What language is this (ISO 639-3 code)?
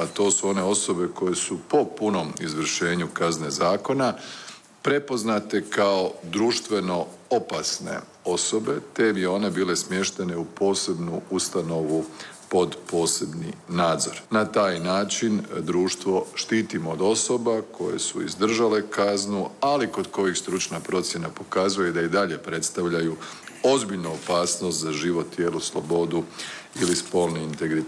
hrv